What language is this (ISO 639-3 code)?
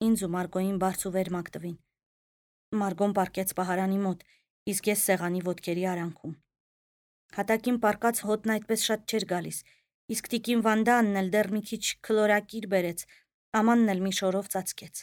hye